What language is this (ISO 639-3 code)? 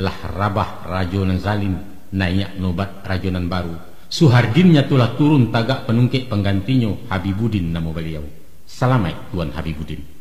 min